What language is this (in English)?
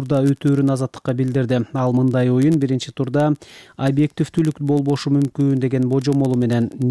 Kyrgyz